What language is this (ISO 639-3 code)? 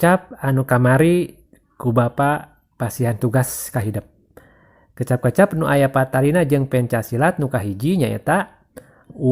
sun